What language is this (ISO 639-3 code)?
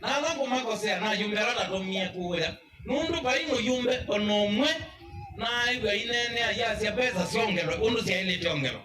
kam